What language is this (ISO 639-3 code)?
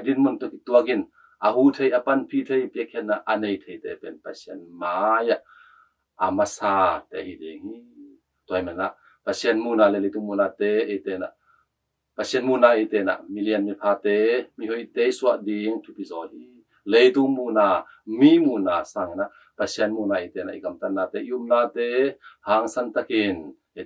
ctd